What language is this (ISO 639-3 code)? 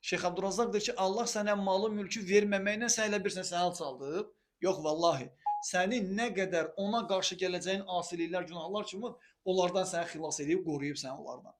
aze